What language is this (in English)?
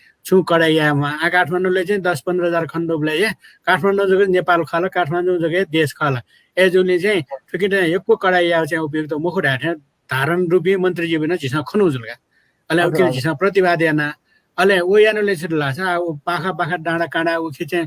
Newari